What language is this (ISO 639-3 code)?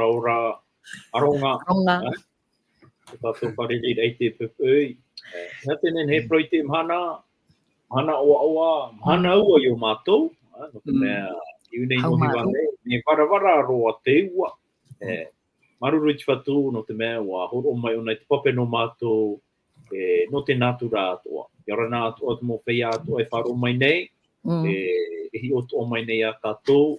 tah